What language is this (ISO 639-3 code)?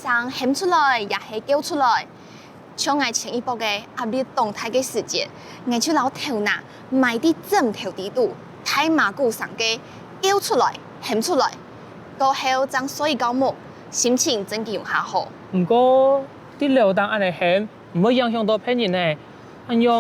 hak